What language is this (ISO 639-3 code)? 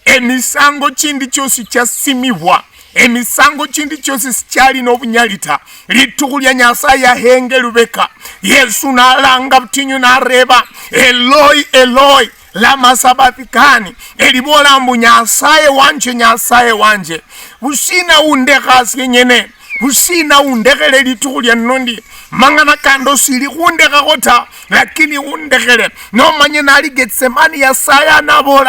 luy